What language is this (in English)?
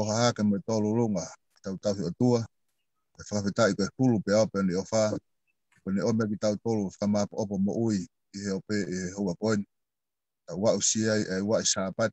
Tongan